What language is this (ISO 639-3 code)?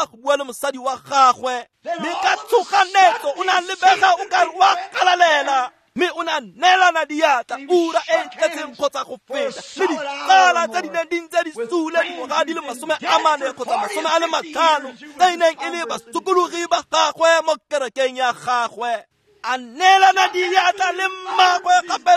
tsn